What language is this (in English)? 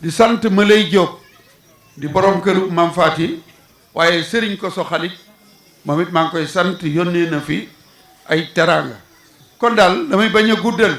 Wolof